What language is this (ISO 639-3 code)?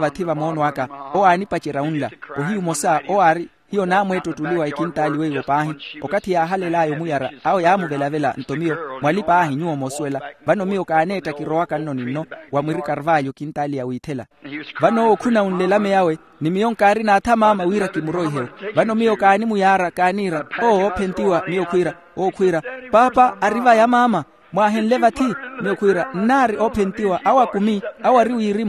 vmw